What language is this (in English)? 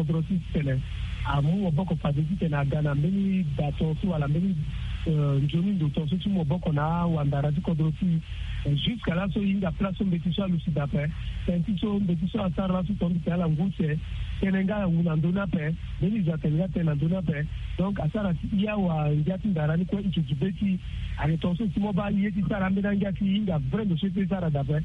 Sango